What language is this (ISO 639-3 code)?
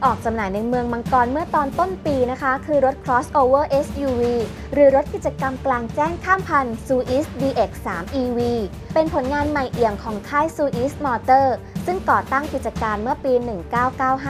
tha